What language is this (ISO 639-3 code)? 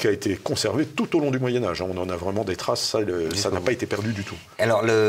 fra